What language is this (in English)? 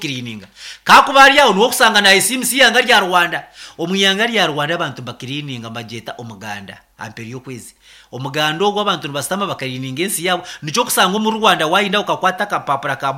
Nyankole